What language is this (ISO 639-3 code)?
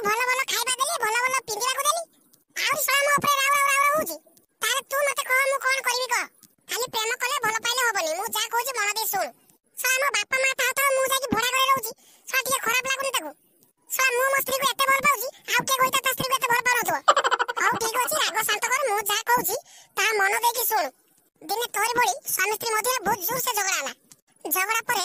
ori